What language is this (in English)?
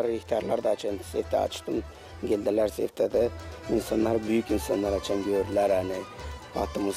Gagauz